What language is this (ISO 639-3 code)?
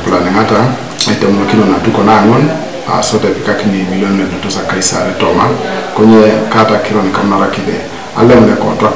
teo